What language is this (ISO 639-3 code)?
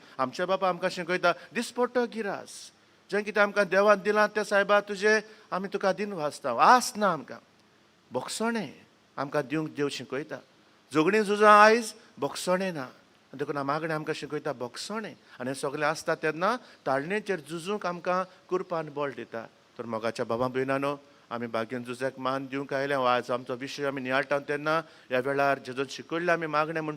kok